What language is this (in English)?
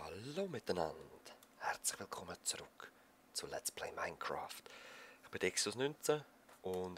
Swiss German